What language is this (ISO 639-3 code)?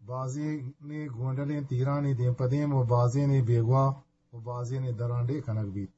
bgp